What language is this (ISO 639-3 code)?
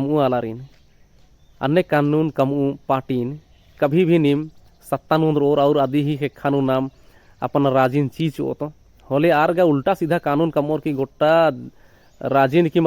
kru